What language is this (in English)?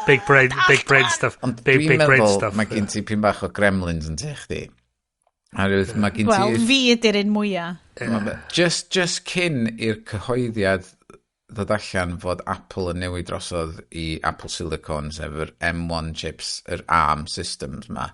Welsh